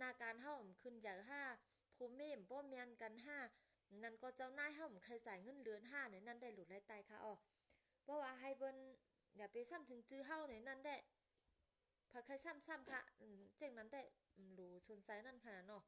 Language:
Shan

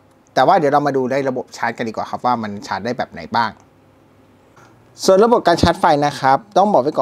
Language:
Thai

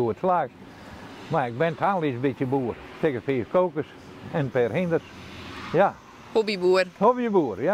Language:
Western Frisian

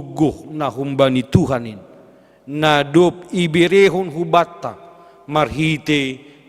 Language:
Batak Simalungun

